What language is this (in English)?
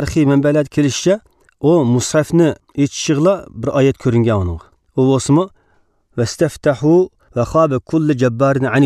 Uyghur